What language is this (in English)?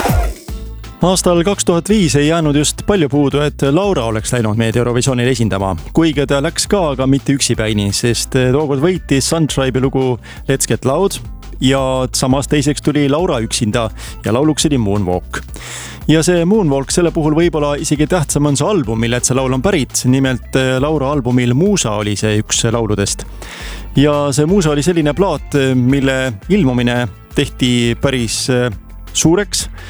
Estonian